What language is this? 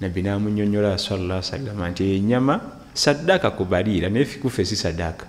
Ganda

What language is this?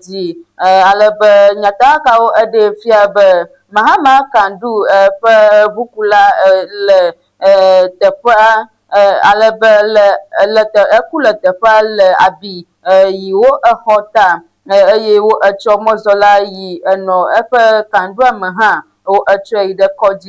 Ewe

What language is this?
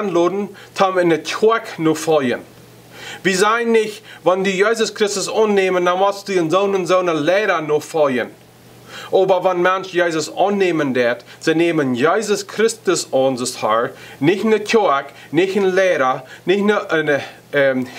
Plautdietsch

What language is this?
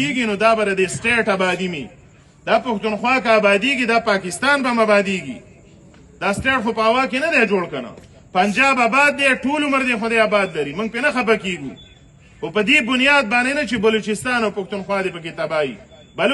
Pashto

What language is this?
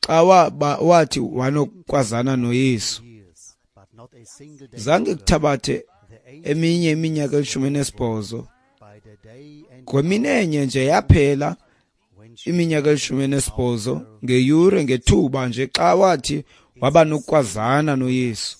Xhosa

